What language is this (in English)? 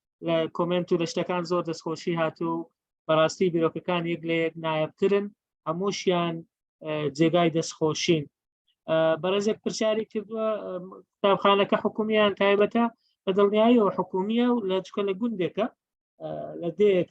Central Kurdish